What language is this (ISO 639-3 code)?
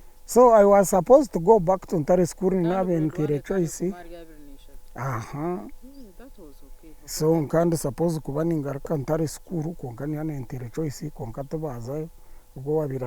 nyn